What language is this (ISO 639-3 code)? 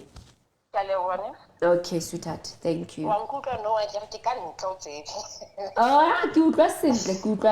sot